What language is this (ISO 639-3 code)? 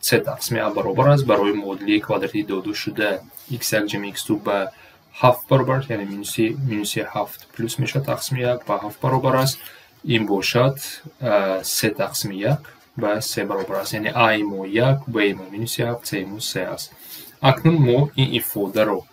tgk